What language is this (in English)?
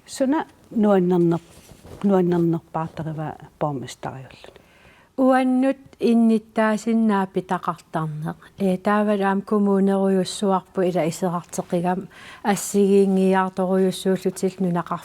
Kalaallisut